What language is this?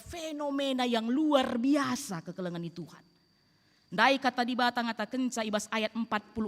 Batak Karo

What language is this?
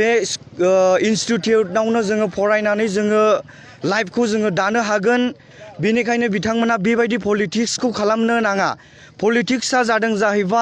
Bodo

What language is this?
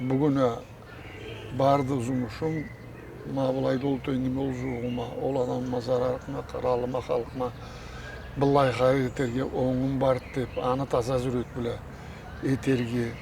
Karachay-Balkar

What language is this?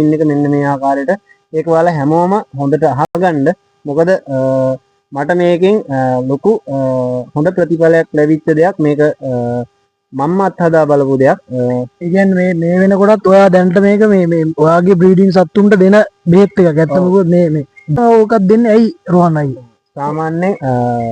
Sinhala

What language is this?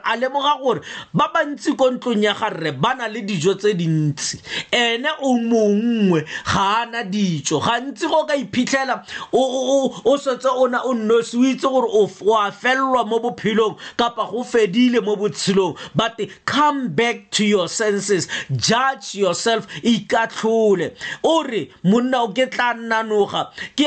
Tswana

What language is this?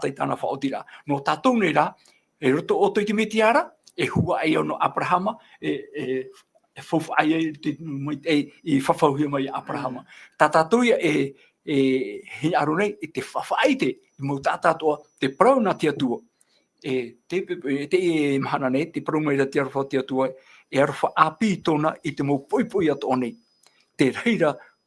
Tahitian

